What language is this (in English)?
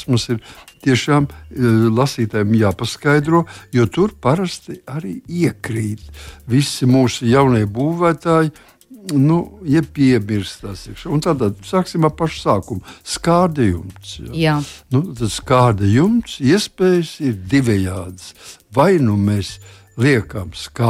Latvian